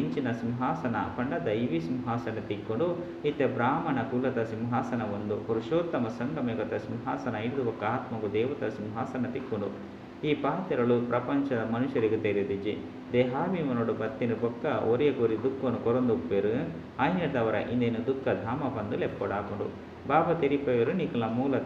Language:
Tulu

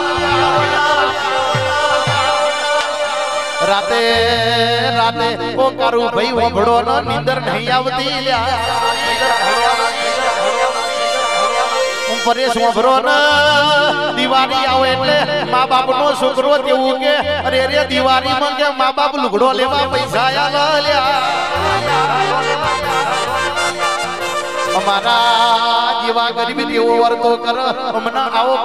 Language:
Gujarati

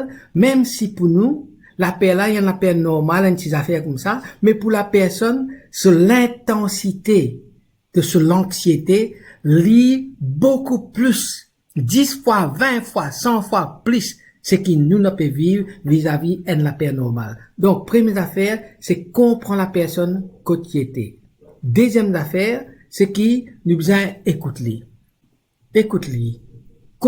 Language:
Morisyen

